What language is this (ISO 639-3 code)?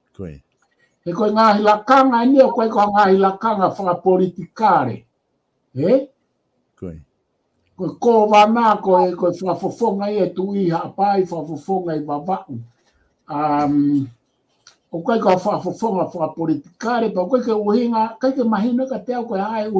ton